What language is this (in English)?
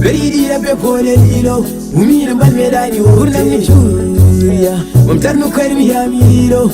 Fula